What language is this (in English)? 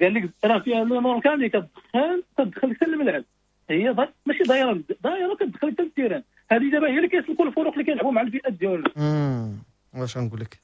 Moroccan Arabic